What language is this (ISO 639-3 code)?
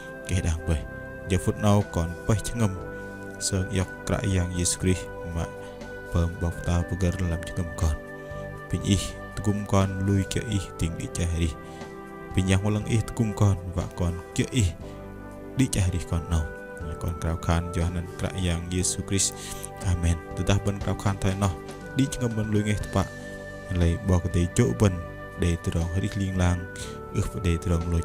bdq